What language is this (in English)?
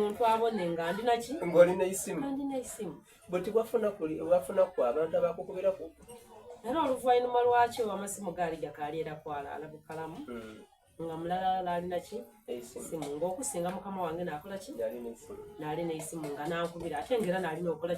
Soga